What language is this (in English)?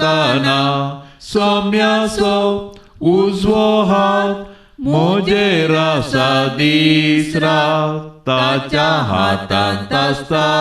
Konkani